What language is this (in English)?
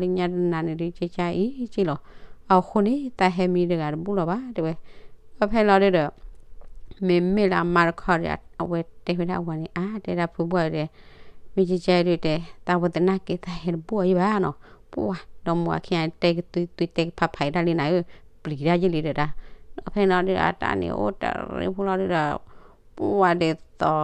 S'gaw Karen